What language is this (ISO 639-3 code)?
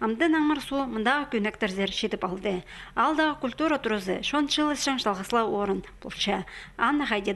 kjh